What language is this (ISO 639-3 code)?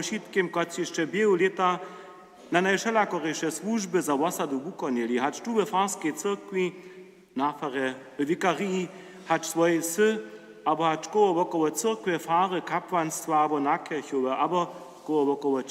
hsb